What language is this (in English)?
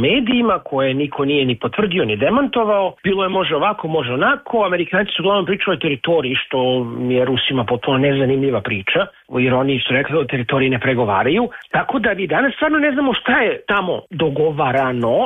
Serbian